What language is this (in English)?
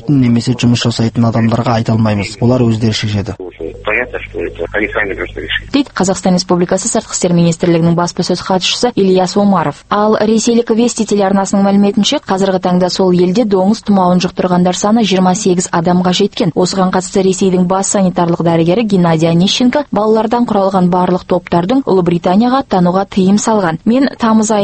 Kazakh